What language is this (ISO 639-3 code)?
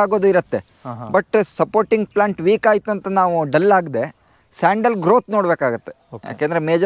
kan